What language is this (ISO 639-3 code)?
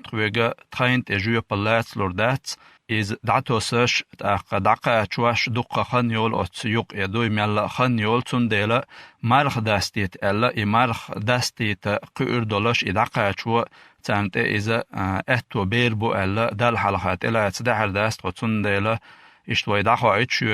che